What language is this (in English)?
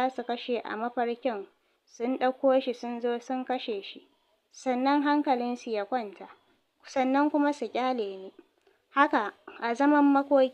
Hausa